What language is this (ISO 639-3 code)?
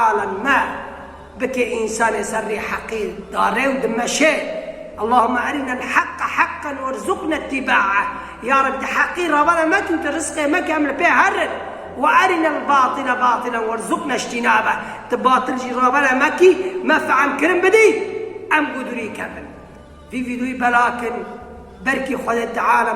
kur